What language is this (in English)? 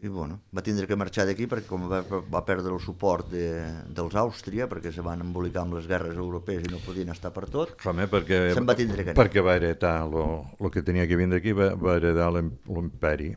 Catalan